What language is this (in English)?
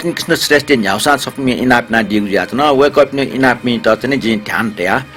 Newari